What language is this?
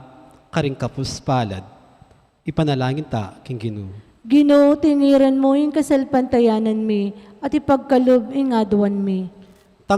Pampanga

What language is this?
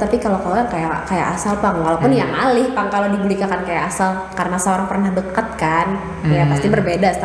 Banjar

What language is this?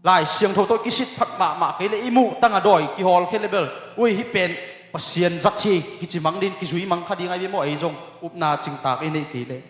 Tedim Chin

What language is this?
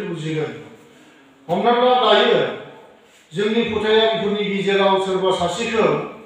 Bodo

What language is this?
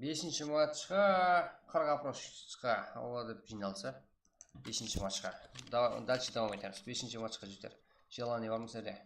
Kara-Kalpak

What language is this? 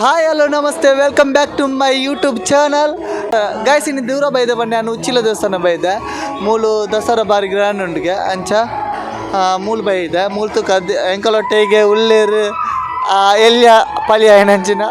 Tulu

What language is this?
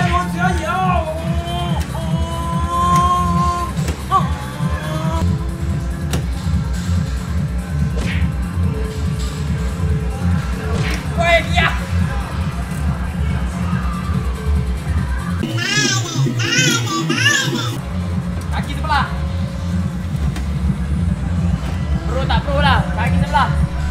Malay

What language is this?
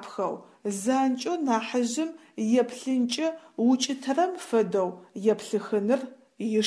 Adyghe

